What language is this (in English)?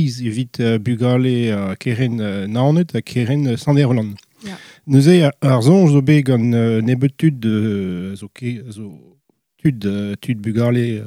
Breton